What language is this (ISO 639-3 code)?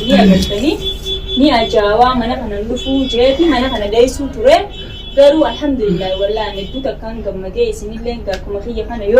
orm